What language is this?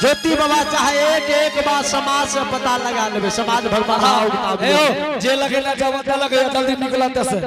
Angika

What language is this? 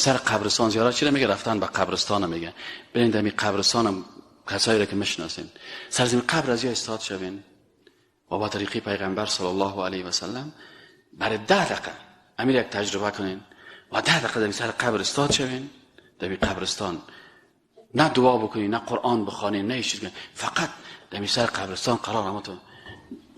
Persian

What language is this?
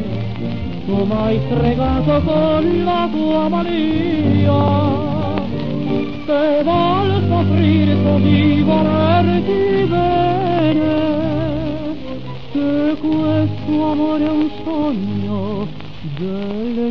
Italian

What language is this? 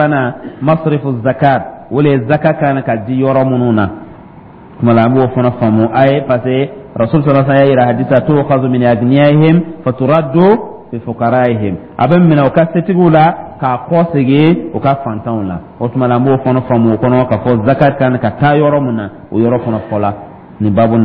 Dyula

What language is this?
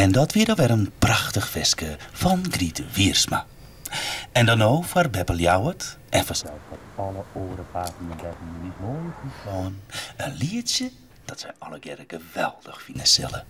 Western Frisian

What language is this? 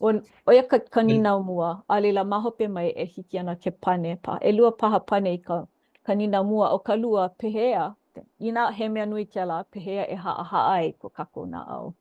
Hawaiian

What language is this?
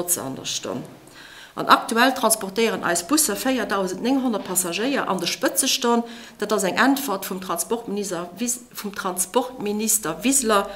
Luxembourgish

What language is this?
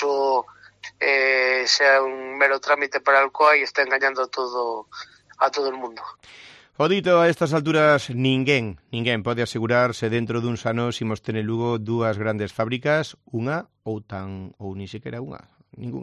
Galician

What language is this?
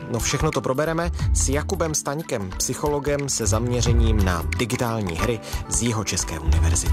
Czech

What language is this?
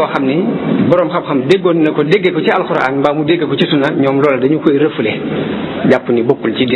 Wolof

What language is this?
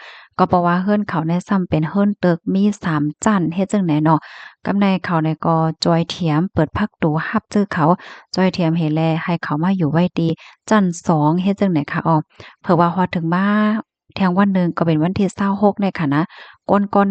Shan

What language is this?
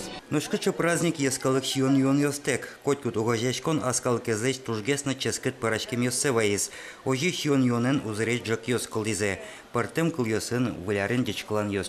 Udmurt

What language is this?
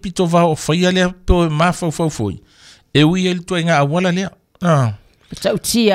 Samoan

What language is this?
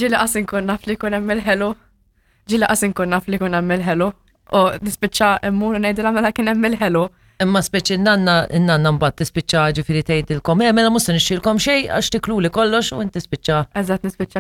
Maltese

